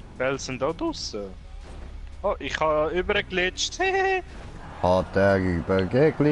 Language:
Swiss German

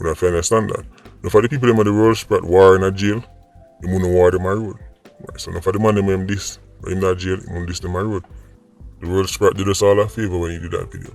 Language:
Jamaican Creole English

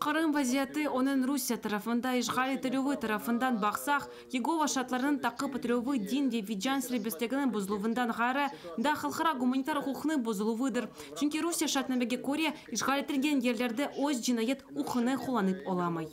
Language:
Crimean Tatar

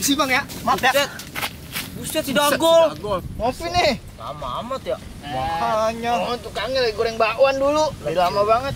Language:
Betawi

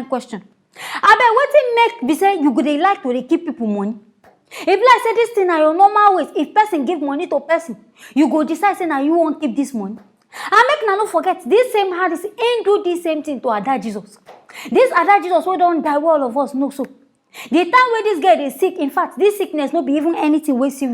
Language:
Nigerian Pidgin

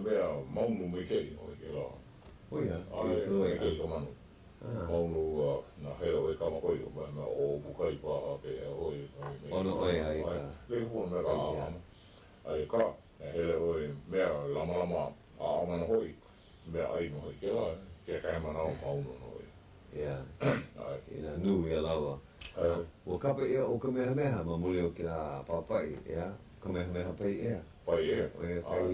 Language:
Hawaiian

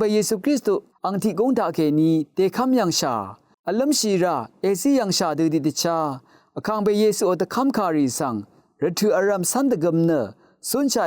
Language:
Rawang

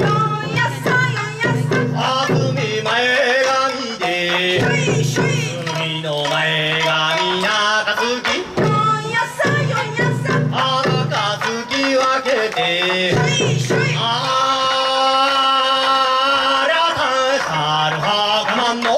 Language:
Japanese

